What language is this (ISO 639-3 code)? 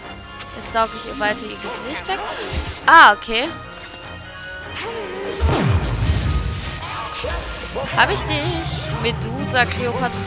deu